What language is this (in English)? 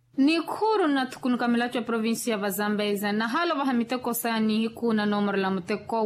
Makhuwa